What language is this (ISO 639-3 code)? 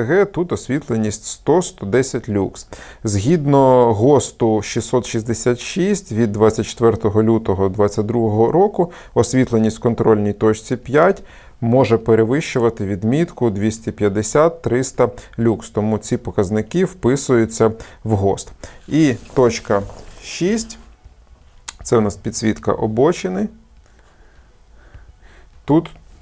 ukr